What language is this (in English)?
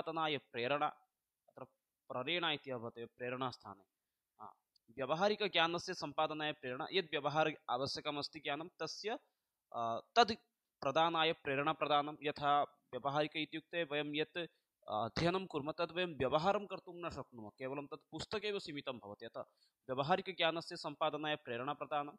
Sanskrit